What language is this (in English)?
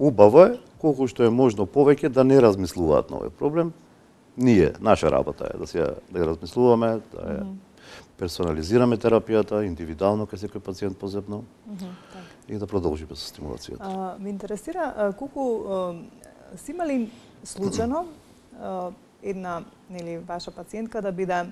Macedonian